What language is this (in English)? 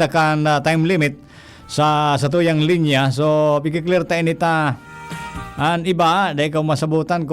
Bikol